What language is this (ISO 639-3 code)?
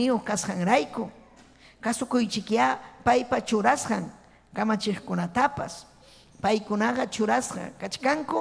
quy